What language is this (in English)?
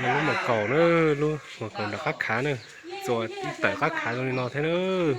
Hmong